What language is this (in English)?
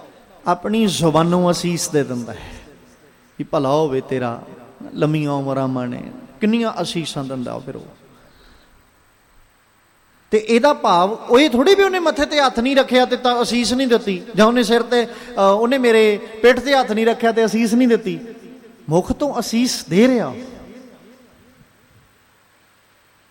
Punjabi